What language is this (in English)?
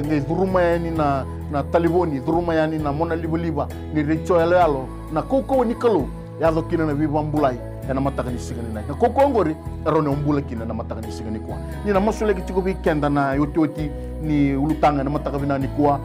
Fijian